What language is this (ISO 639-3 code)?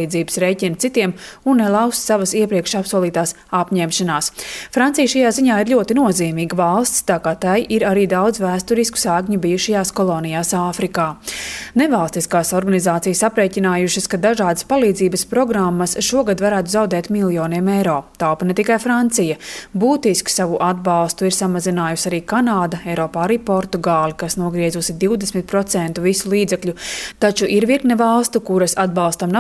lav